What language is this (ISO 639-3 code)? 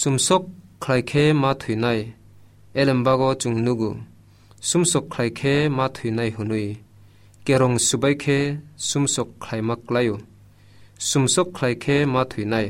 trp